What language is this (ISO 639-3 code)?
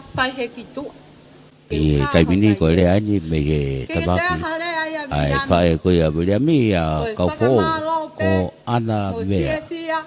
ton